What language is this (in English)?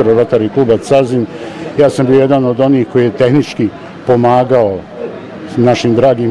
Bosnian